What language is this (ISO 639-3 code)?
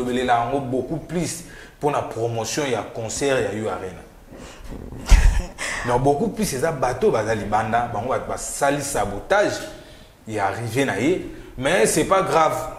lin